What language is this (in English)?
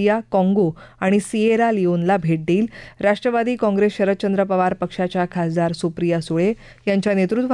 Marathi